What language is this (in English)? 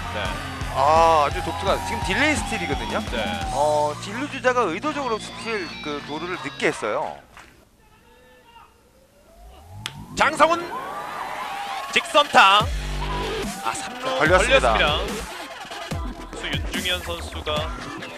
Korean